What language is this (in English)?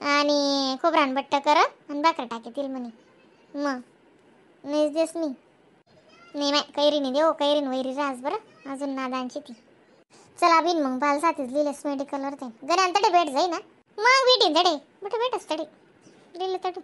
Khandesi